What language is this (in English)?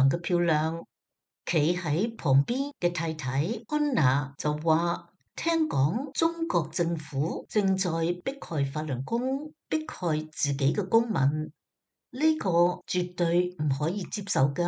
Cantonese